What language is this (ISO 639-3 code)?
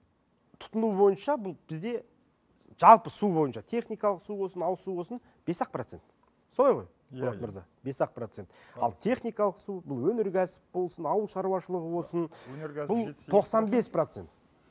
kaz